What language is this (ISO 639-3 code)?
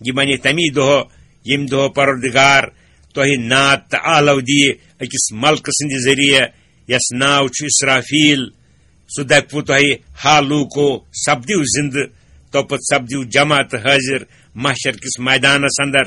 kas